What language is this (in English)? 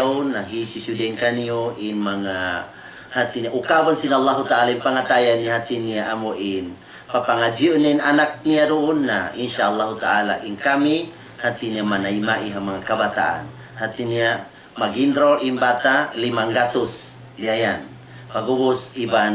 Tausug